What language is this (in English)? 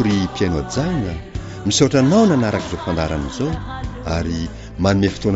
Malagasy